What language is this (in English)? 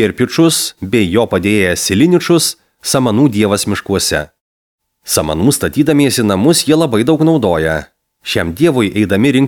Lithuanian